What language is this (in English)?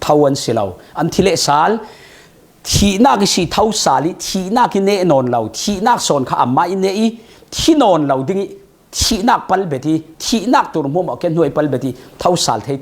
Falam Chin